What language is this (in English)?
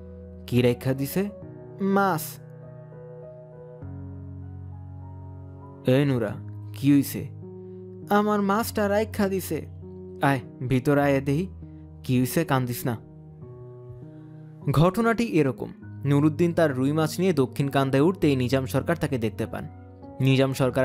Bangla